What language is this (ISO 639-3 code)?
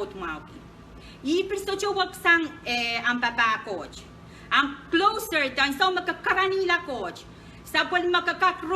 pon